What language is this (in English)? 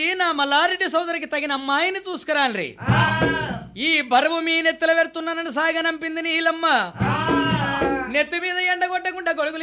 Telugu